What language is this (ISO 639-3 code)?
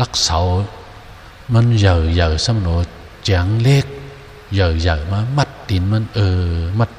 shn